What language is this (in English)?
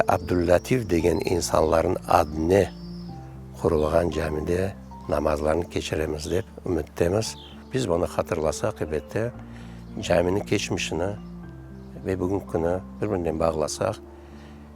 Crimean Tatar